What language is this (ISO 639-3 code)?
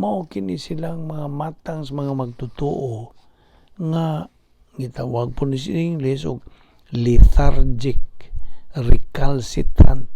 ceb